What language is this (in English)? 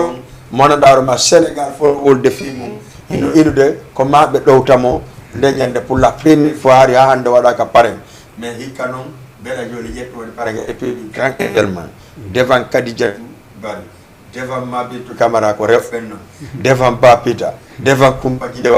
Fula